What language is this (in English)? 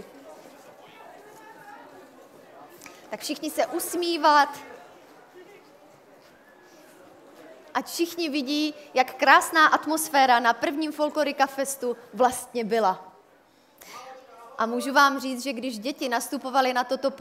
Czech